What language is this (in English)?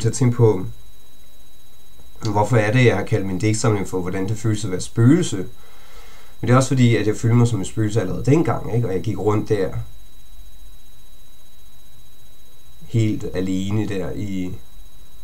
Danish